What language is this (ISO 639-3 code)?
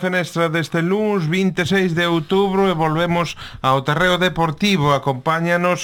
glg